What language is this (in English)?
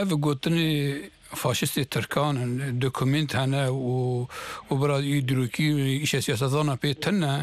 Kurdish